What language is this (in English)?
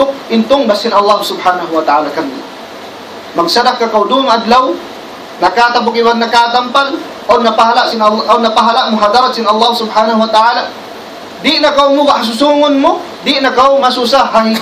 Tausug